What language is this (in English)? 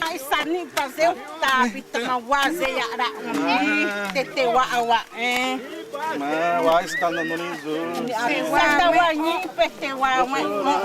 Xavánte